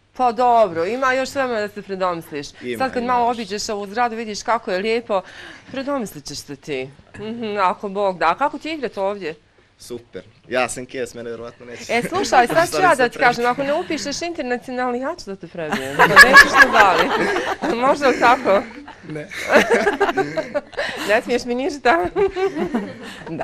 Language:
Bosnian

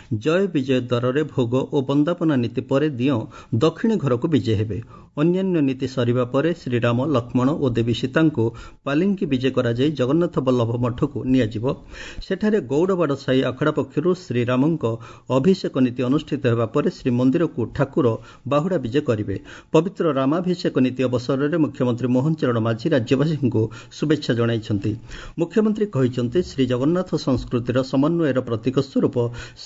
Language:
Odia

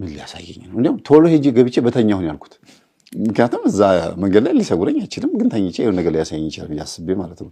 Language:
Amharic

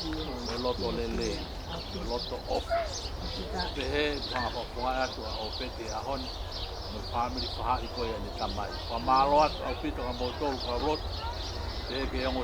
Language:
Tongan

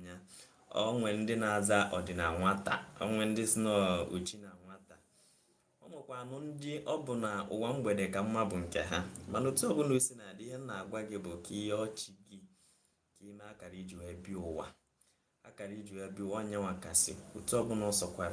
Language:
Igbo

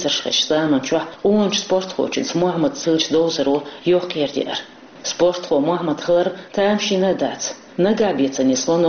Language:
Chechen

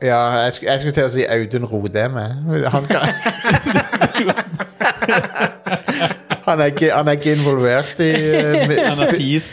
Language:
Norwegian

